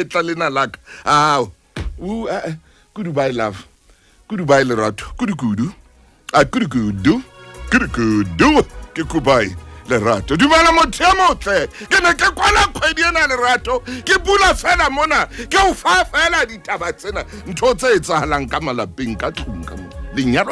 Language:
Southern Sotho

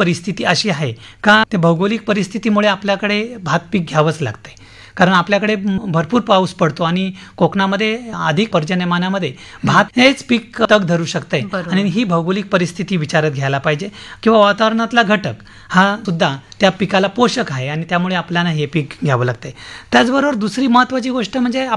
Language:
Marathi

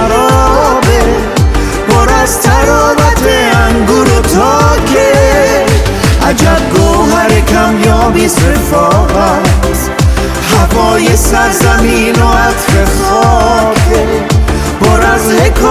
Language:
Persian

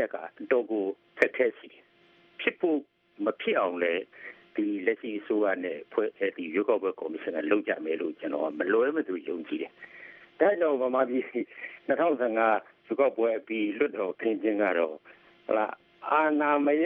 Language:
Burmese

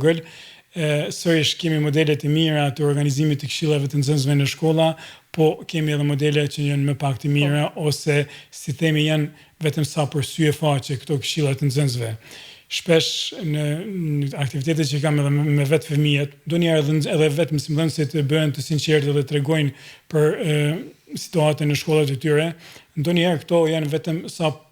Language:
Albanian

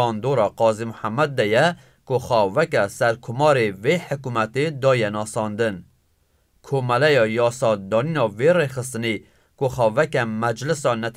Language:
Kurdish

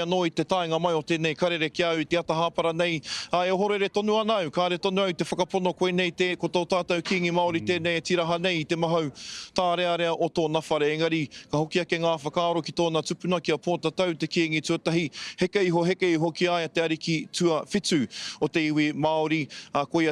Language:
Māori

